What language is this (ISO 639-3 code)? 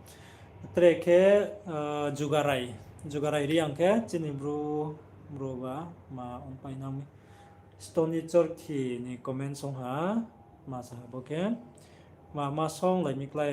ria